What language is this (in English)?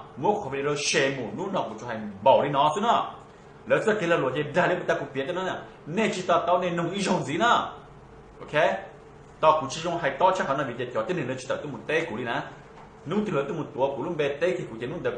Hmong